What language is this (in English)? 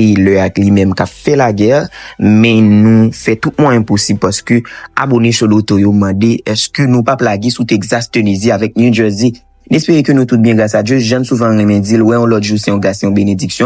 Haitian Creole